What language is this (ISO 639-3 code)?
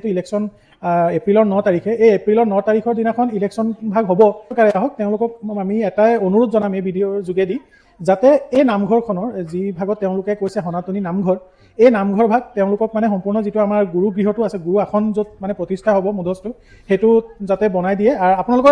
asm